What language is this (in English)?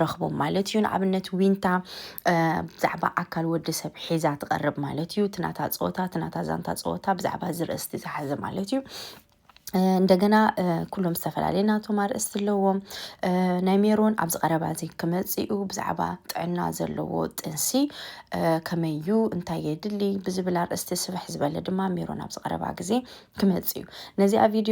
Tigrinya